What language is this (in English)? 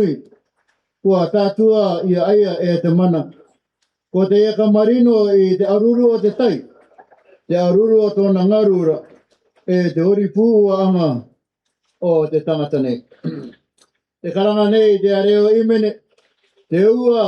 Rarotongan